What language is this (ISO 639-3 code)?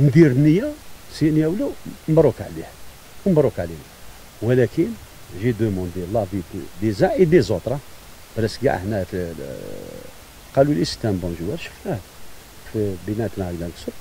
arq